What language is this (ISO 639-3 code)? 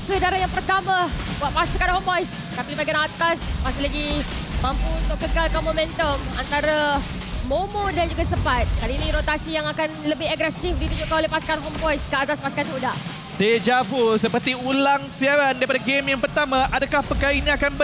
msa